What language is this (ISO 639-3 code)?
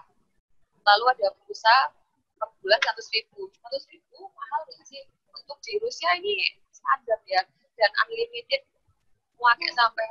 ind